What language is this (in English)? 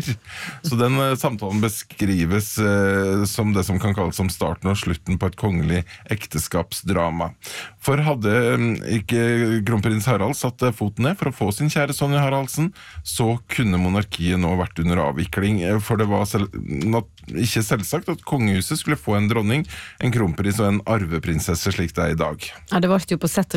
Norwegian